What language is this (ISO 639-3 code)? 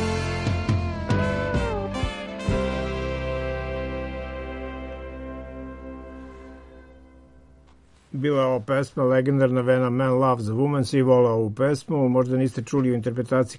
srp